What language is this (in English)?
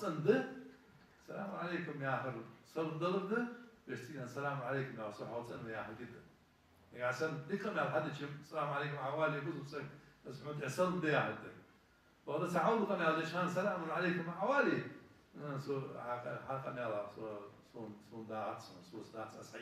Ingush